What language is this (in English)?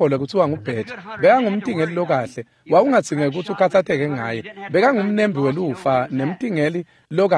Swati